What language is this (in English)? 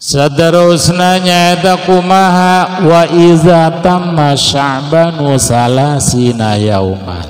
Sundanese